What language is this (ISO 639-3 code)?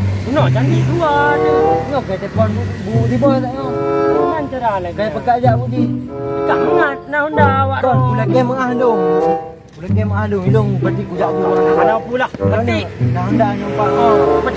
ace